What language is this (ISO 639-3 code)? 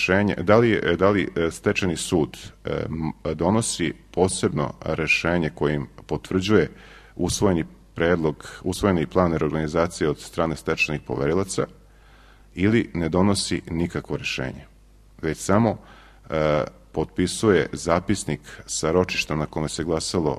srp